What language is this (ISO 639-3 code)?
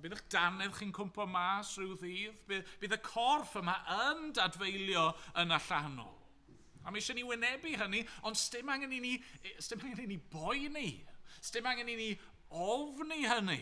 cym